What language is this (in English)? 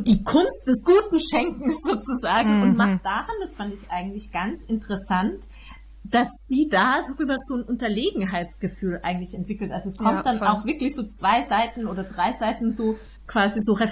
German